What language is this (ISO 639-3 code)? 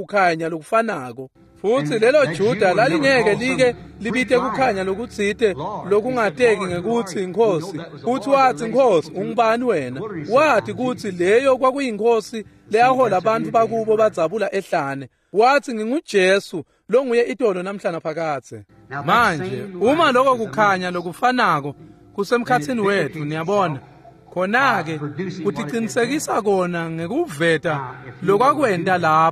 ssw